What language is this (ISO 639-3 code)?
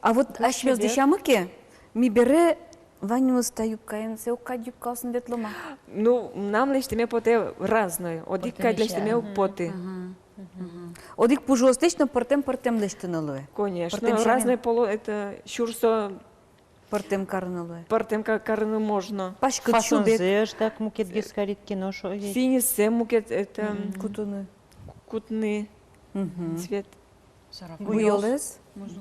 udm